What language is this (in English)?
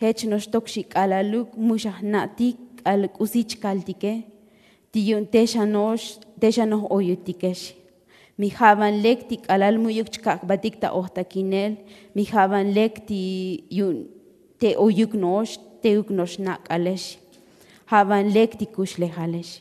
Tzotzil